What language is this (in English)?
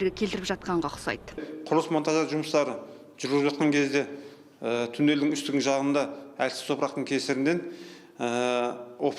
Kazakh